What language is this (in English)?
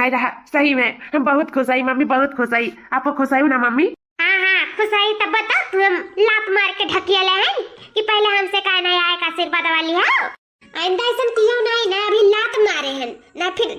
Awadhi